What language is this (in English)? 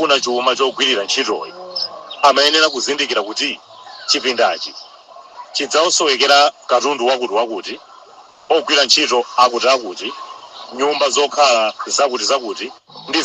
Nyanja